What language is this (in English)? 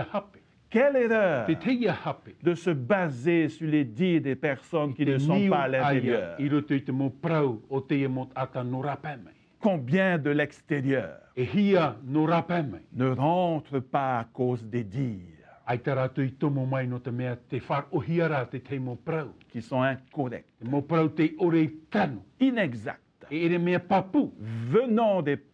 Tahitian